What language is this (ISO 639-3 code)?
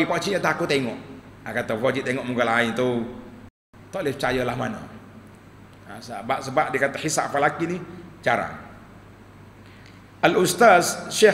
msa